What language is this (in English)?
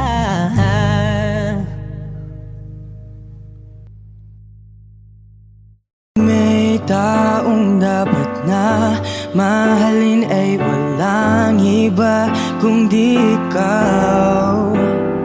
Filipino